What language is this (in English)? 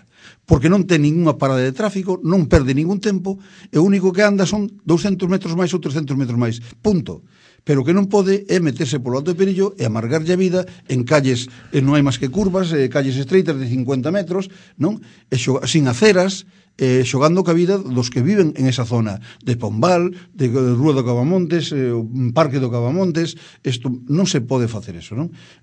Galician